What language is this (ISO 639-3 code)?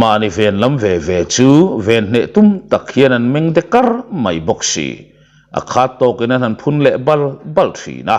lus